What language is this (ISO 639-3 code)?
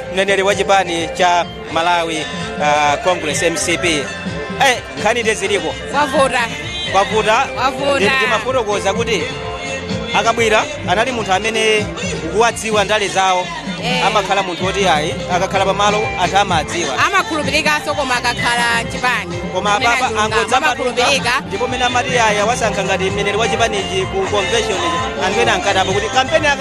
nya